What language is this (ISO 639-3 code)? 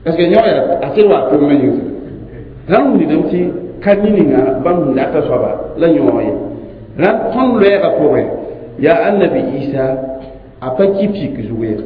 mos